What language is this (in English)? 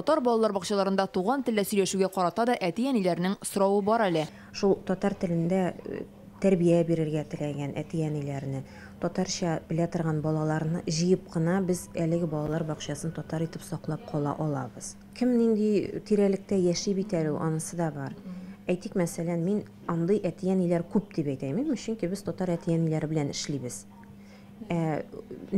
Tatar